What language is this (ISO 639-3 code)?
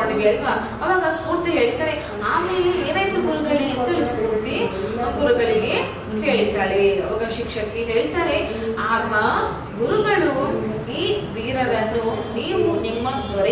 kan